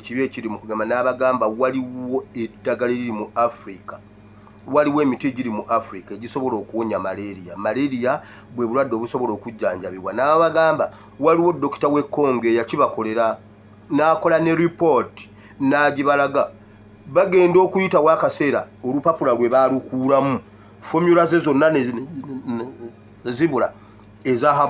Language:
Ganda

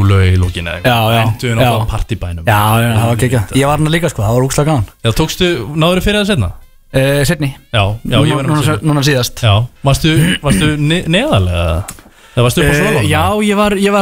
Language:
Icelandic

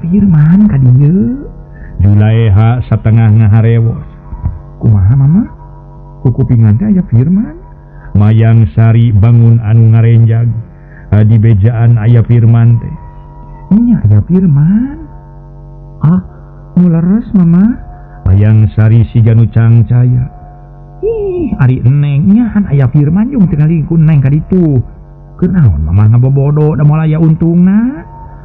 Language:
Sundanese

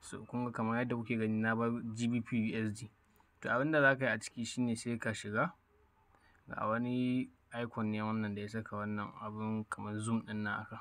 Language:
Hausa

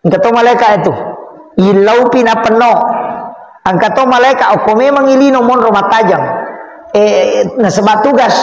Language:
Buginese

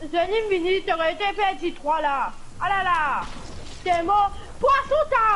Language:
Morisyen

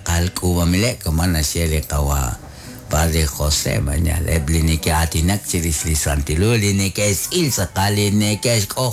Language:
Kekchí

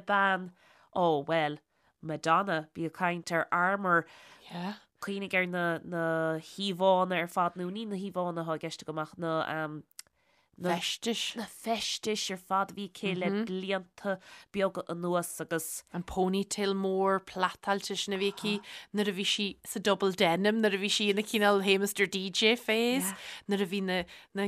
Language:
Irish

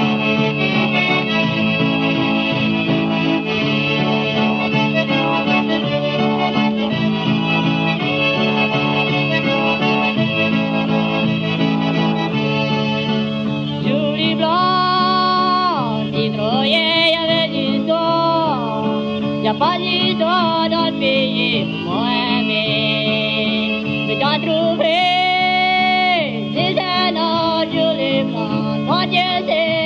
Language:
Cajun French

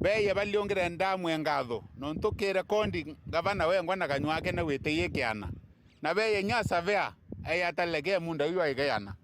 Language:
Meru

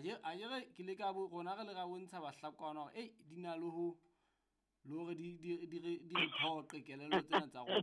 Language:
Southern Sotho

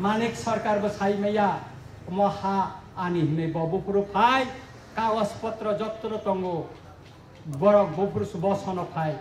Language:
Kok Borok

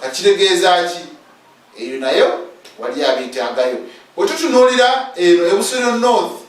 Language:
Ganda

